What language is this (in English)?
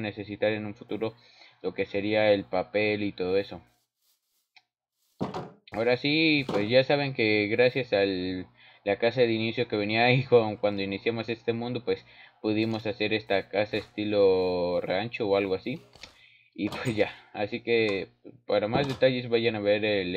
Spanish